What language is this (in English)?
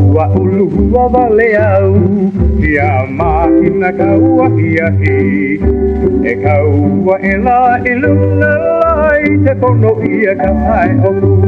Hawaiian